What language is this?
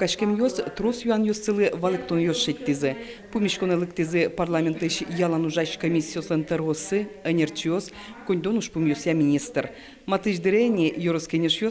Udmurt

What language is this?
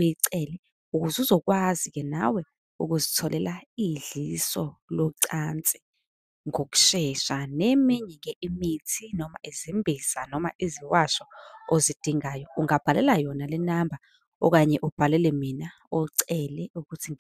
Zulu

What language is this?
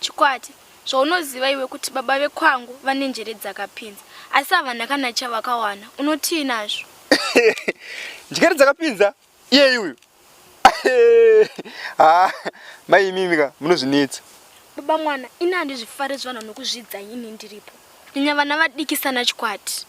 Shona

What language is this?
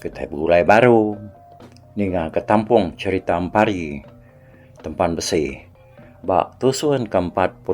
Iban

